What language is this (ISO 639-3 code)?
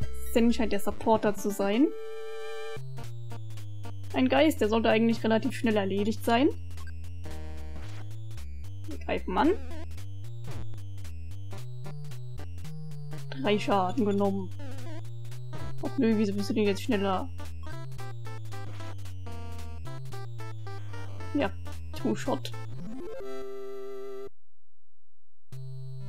deu